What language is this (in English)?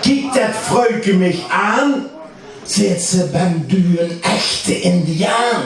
Limburgish